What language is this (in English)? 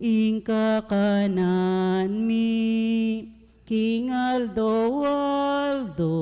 Pampanga